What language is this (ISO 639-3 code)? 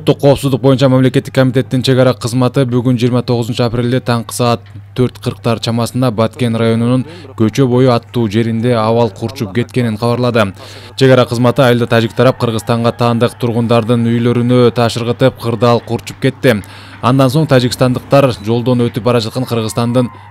kir